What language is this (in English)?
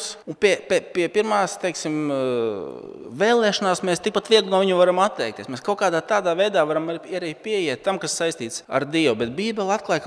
Latvian